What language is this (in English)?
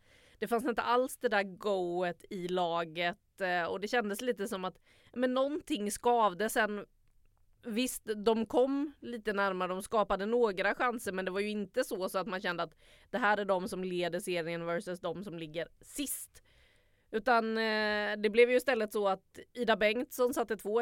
Swedish